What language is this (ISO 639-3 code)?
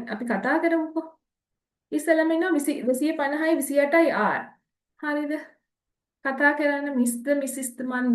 sin